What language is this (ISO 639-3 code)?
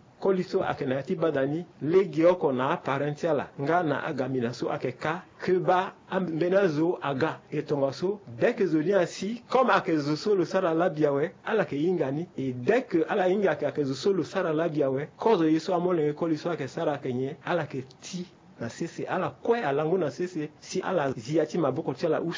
sag